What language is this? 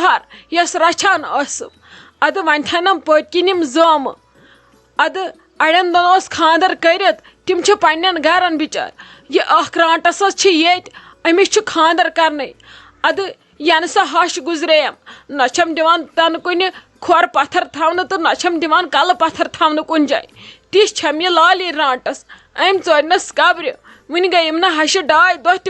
Kashmiri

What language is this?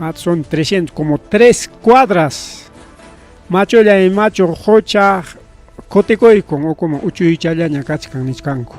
Ayacucho Quechua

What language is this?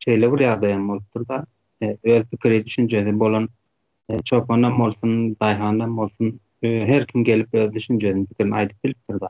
Turkmen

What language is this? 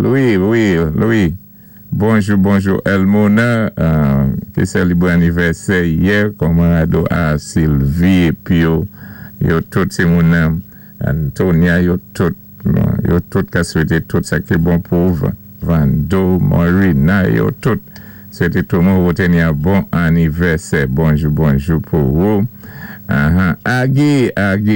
Saint Lucian Creole French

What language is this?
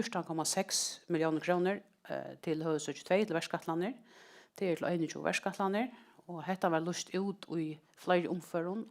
Faroese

